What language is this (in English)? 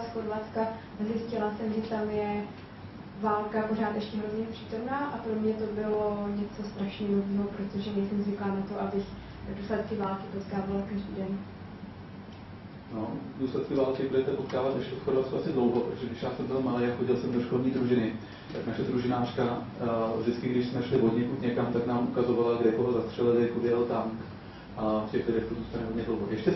Czech